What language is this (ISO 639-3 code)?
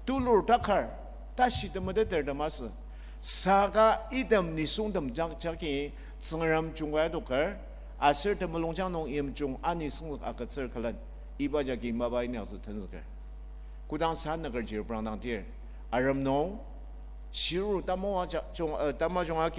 njo